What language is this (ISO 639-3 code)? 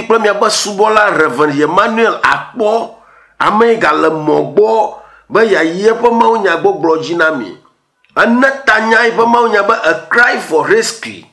ewe